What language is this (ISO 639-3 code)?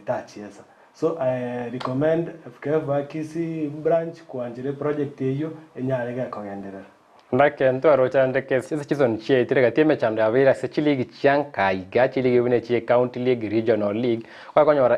guz